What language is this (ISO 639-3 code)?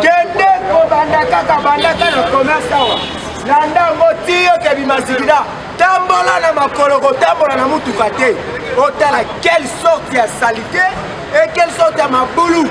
lin